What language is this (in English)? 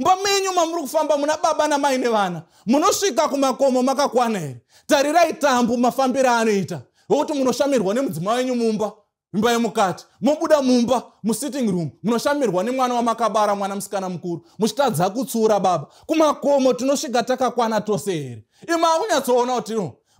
Shona